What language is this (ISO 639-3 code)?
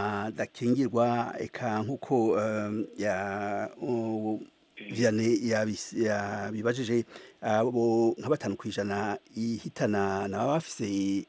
run